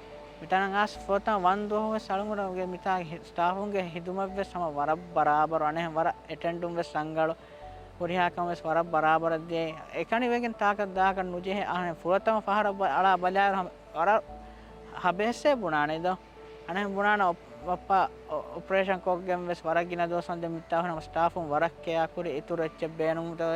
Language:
Divehi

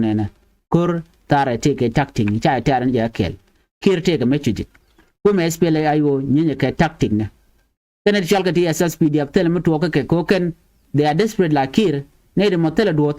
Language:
Nuer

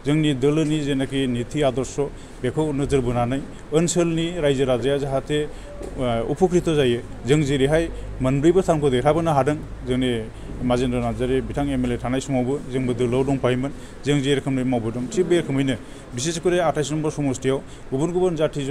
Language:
Bodo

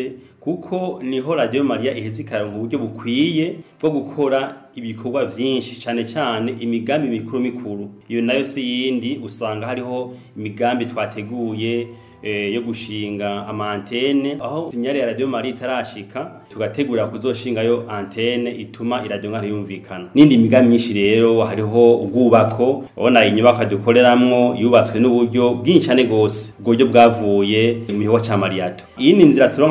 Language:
Rundi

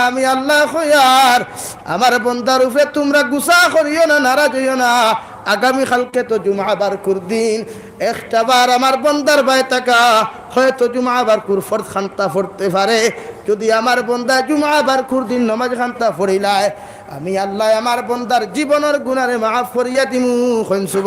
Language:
Sylheti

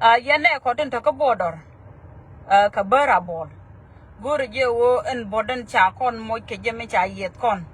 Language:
Nuer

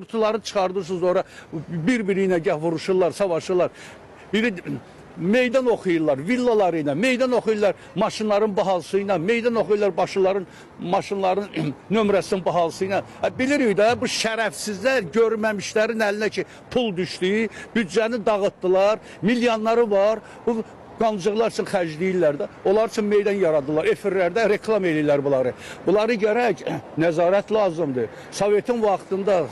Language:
Azerbaijani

